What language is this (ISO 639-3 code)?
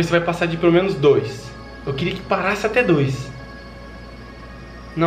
por